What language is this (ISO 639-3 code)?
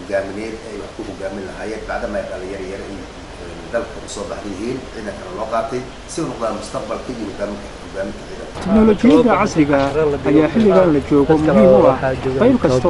som